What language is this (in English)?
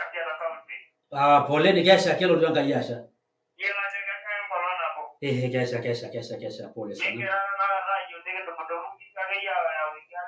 Masai